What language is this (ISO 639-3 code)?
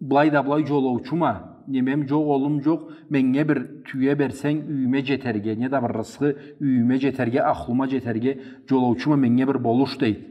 krc